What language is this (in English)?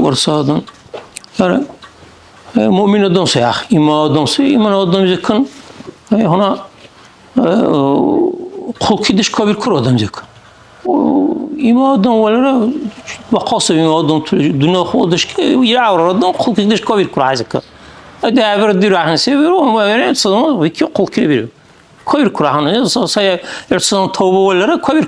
Dargwa